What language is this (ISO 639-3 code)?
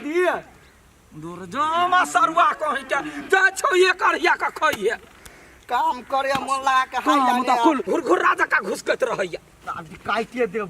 mai